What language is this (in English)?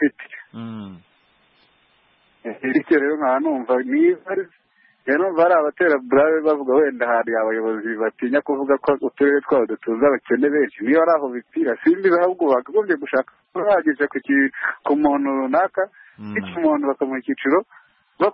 Kinyarwanda